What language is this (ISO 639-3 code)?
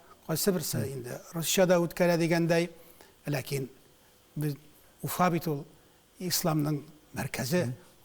tat